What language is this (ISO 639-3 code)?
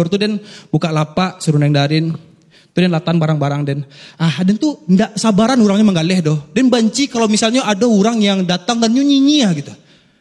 min